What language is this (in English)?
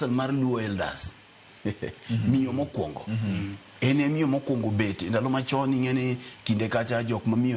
Luo (Kenya and Tanzania)